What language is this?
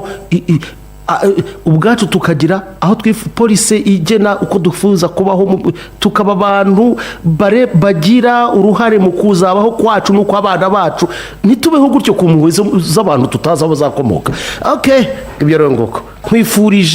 Kinyarwanda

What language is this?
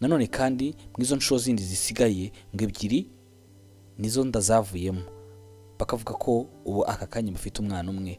Kinyarwanda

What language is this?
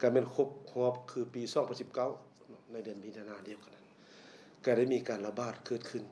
Lao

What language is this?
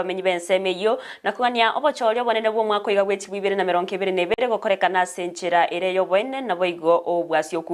Gusii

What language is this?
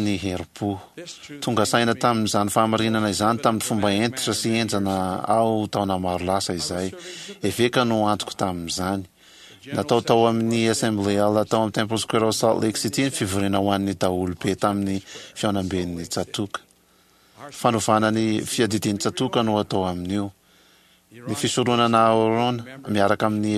Malagasy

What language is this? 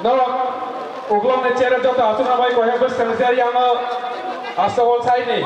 Kok Borok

